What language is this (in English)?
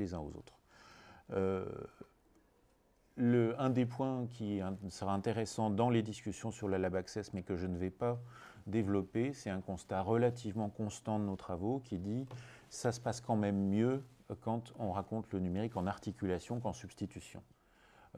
French